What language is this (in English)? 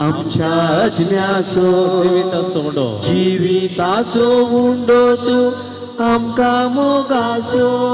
Konkani